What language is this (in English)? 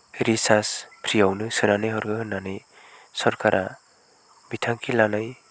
Bodo